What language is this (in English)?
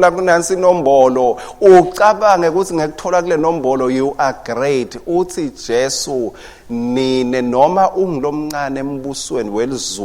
Swati